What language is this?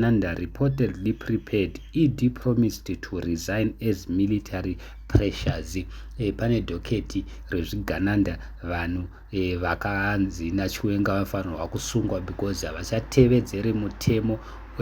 Shona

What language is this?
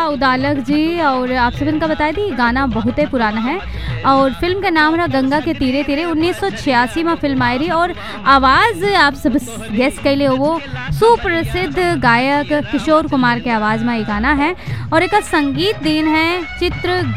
Bhojpuri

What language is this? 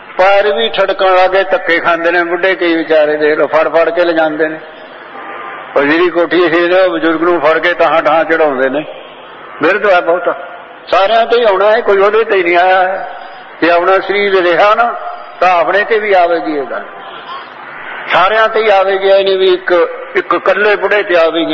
Punjabi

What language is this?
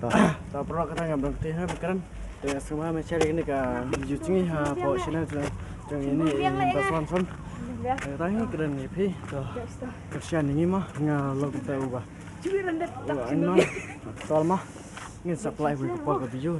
Khasi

